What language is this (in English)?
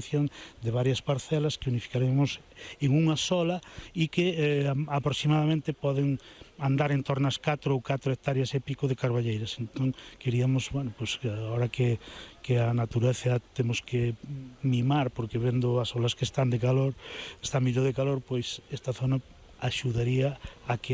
Galician